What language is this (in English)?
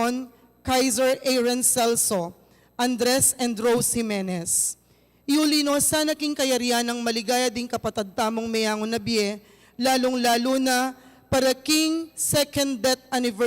Pampanga